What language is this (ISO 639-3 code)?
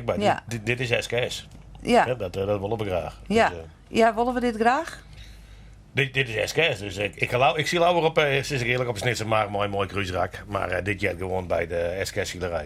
fry